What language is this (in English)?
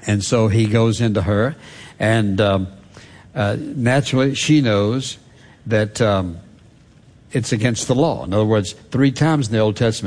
English